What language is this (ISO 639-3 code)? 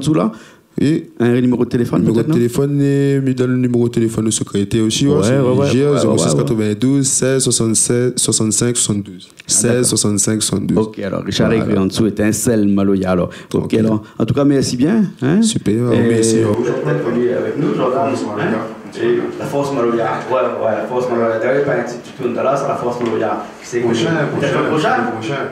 rcf